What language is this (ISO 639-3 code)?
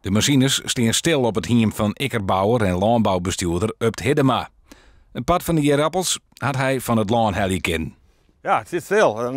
fry